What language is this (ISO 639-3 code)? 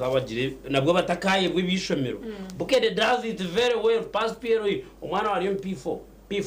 nyn